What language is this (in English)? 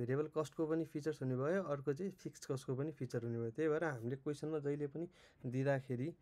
Nepali